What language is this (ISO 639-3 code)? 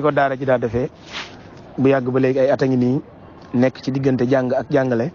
wol